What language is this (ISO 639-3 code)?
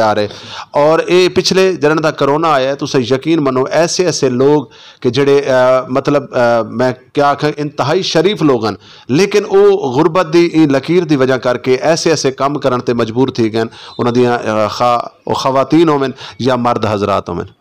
skr